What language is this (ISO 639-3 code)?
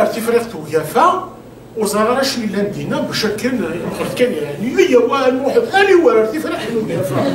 kab